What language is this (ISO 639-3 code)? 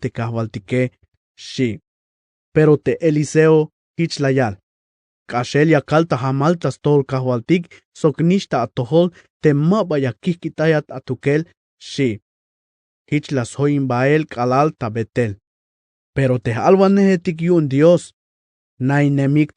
tzh